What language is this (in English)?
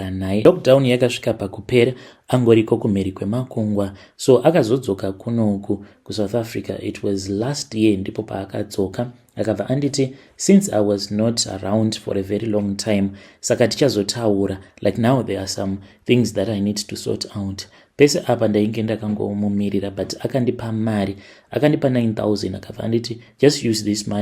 Shona